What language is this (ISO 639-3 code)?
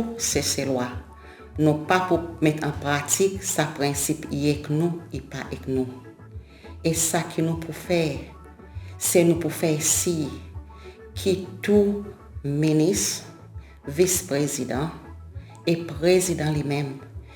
crs